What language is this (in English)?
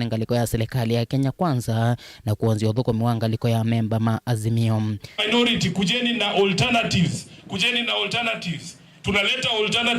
Kamba